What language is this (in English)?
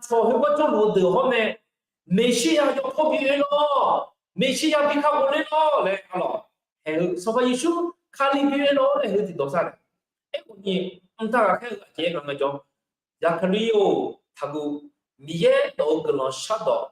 Akha